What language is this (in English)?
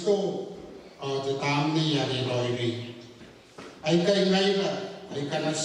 Gilbertese